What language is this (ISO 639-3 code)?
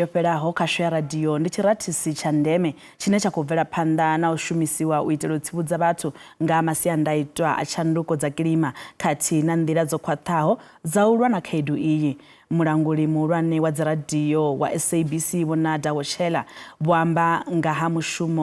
ven